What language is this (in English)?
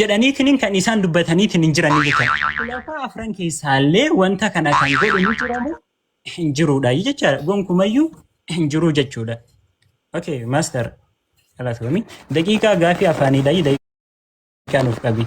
Oromo